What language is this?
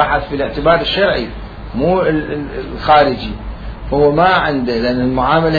Mesopotamian Arabic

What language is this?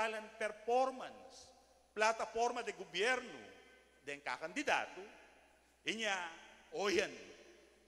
Pampanga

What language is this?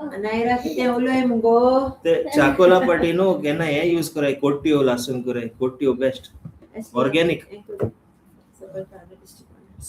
Konkani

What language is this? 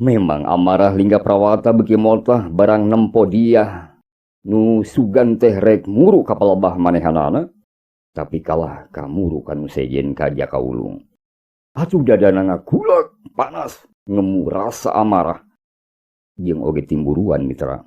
Sundanese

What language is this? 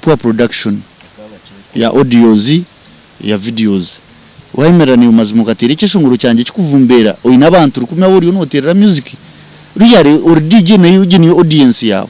Nyankole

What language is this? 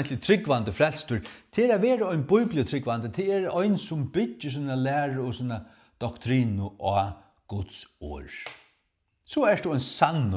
Faroese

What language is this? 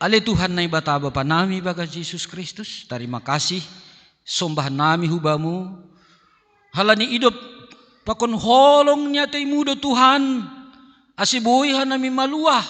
Batak Simalungun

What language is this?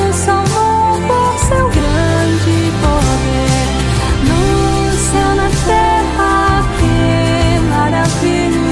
Portuguese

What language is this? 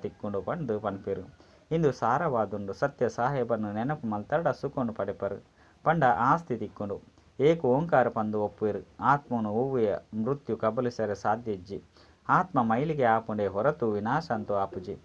Tulu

